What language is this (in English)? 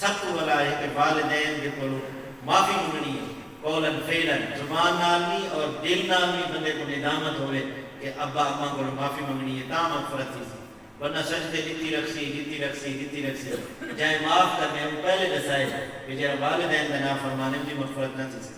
Saraiki